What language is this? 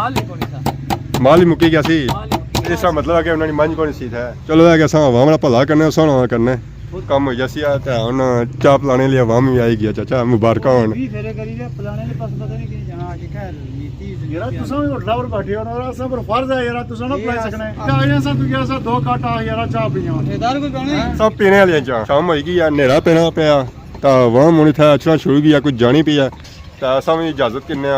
Pahari-Potwari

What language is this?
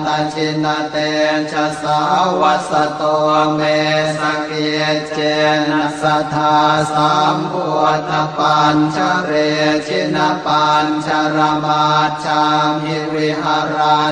Pali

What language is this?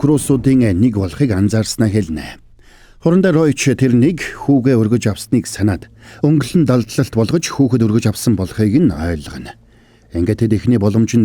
Mongolian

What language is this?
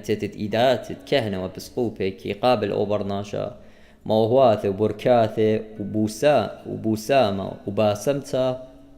Assyrian Neo-Aramaic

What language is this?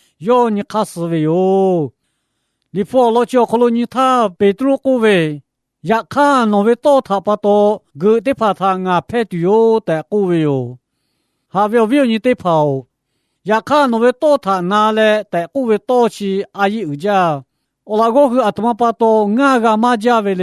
Lahu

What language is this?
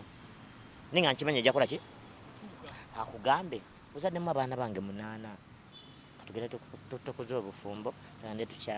Ganda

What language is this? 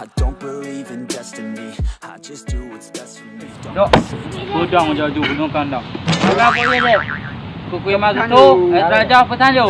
Achinese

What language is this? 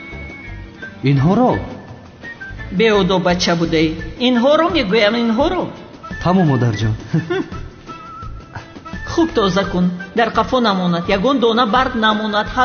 Persian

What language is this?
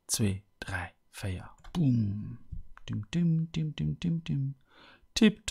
Luxembourgish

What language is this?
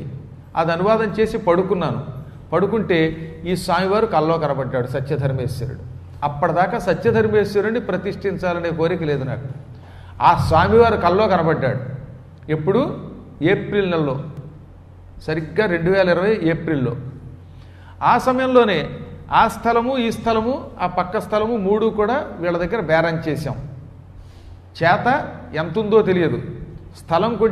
Telugu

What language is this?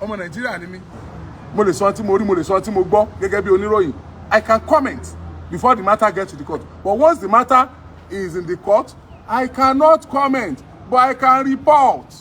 Yoruba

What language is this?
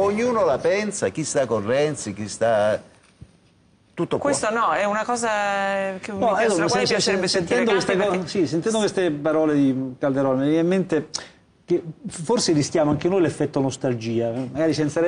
Italian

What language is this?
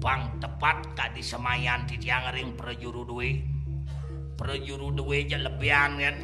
Balinese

